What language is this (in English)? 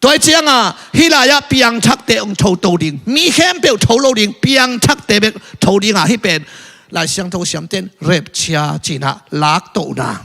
Tedim Chin